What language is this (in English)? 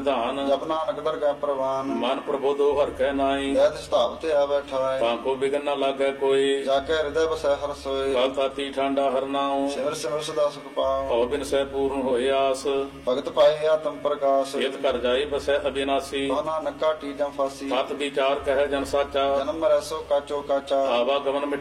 Punjabi